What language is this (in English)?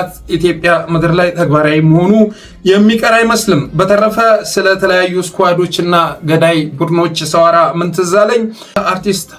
Amharic